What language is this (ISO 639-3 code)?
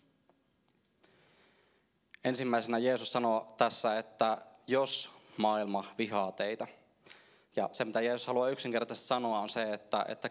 fin